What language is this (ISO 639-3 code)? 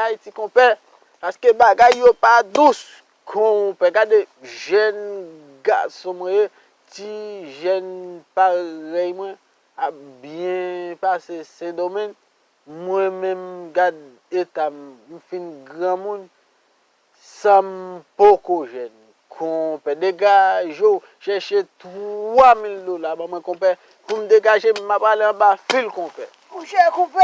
hat